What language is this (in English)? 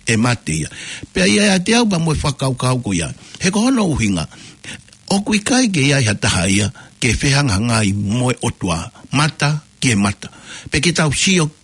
Tongan